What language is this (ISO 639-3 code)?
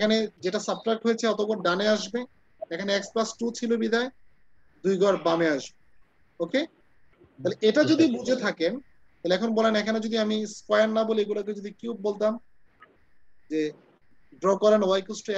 ben